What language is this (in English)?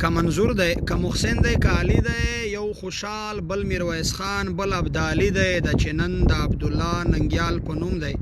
Pashto